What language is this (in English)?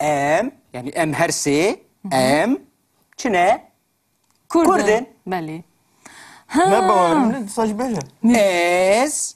Kurdish